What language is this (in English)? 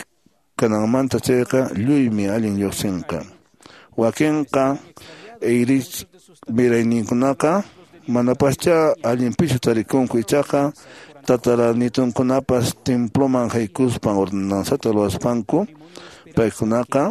Quechua